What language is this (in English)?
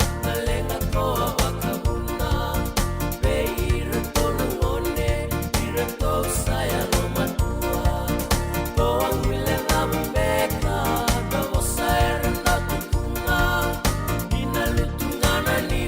Fijian